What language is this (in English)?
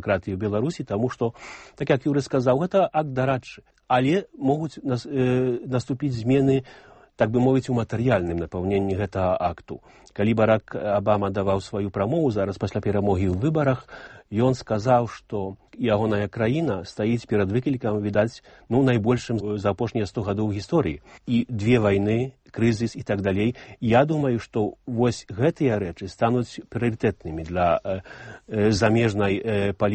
Belarusian